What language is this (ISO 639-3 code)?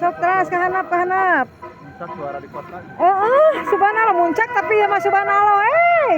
sun